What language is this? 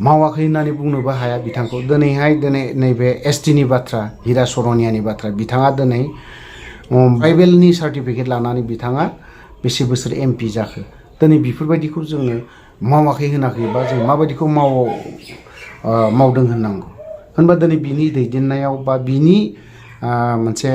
Bodo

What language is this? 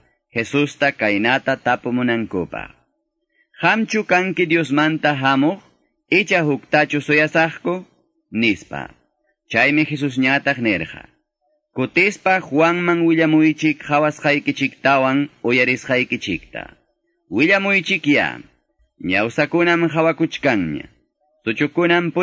Quechua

